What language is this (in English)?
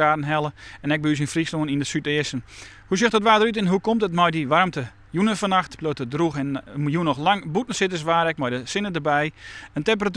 Western Frisian